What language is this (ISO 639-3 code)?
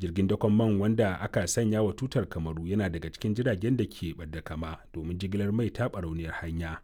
hau